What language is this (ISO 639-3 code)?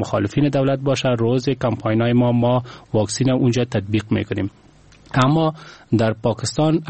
fas